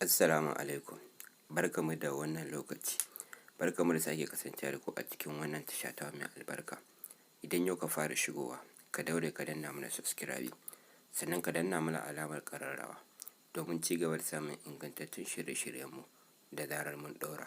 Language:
Hausa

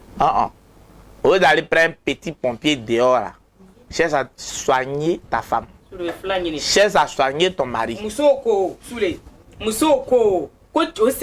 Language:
Bambara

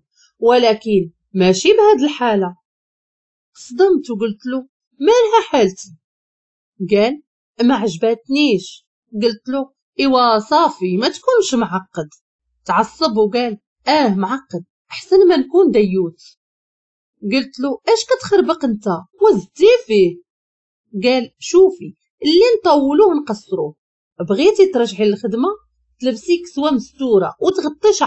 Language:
Moroccan Arabic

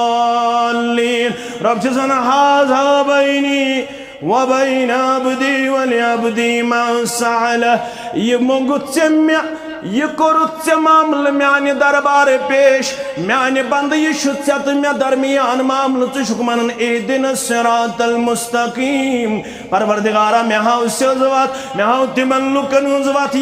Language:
Kashmiri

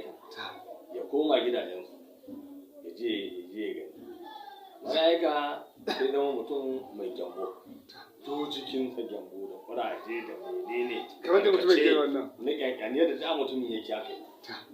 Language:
Hausa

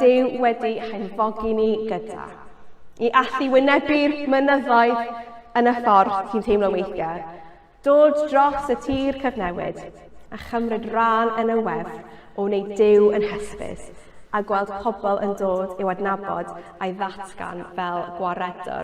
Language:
Welsh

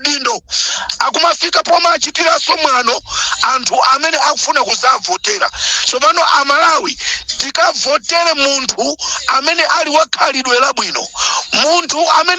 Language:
Nyanja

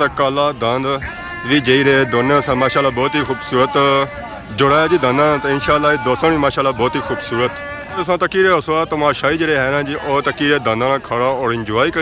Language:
Pahari-Potwari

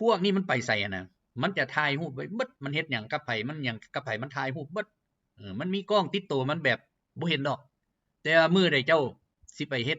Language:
Lao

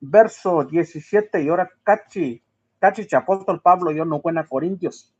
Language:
Mixtepec Mixtec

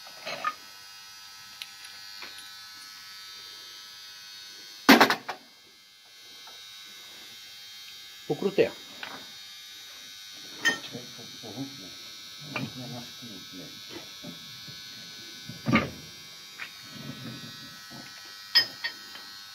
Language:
Ukrainian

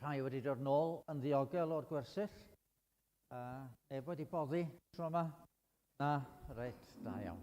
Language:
Welsh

